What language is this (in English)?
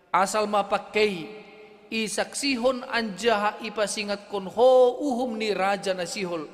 Batak Simalungun